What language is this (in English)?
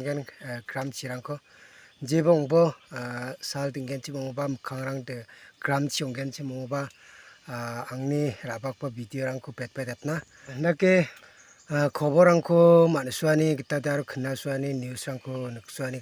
Garo